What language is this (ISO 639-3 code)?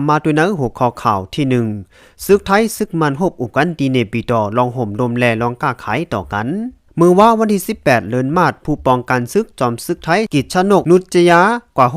shn